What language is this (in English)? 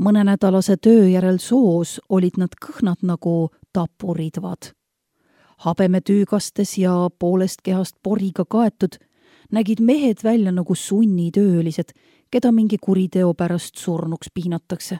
Estonian